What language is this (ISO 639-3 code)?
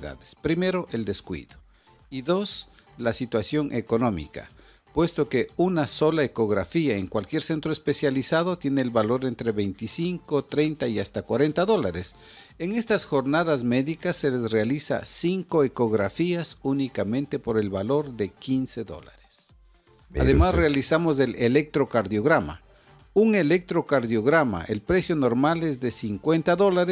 spa